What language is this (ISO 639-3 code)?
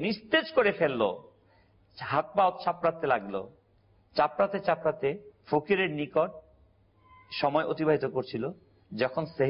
ben